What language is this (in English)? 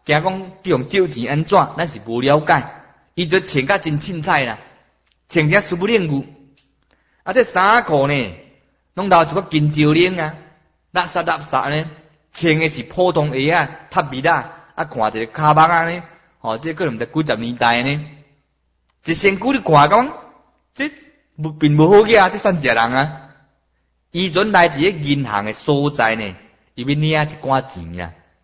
Min Nan Chinese